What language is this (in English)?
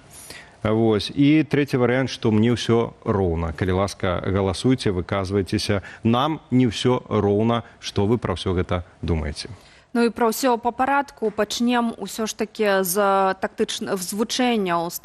Belarusian